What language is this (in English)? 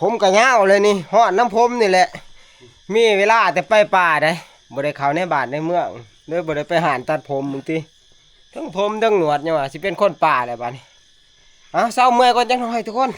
Northeastern Thai